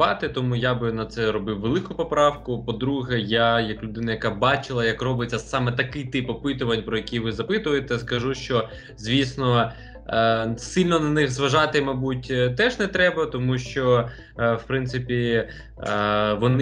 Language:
Ukrainian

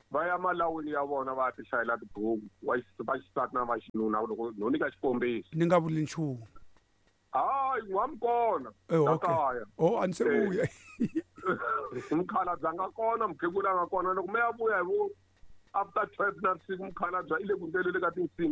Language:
Tsonga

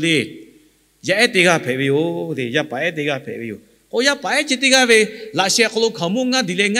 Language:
Lahu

